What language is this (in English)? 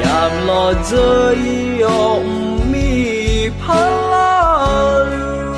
Akha